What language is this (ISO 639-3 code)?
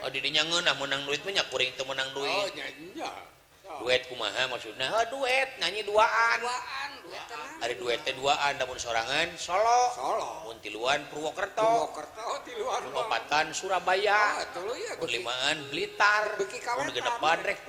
sun